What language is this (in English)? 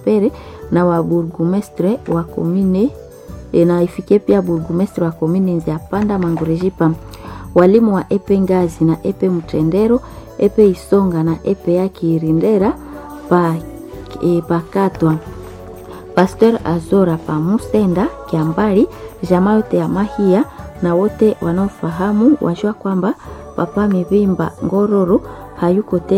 Swahili